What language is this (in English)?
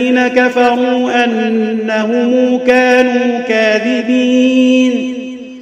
Arabic